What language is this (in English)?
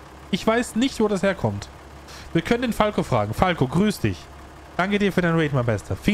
German